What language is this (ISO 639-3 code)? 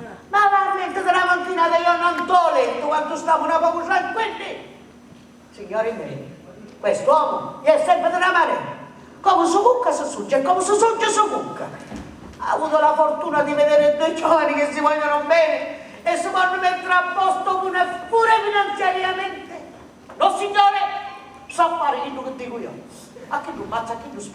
scn